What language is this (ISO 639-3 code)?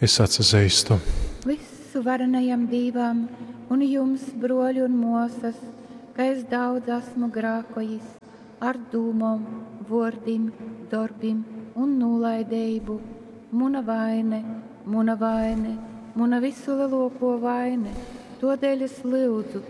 ltg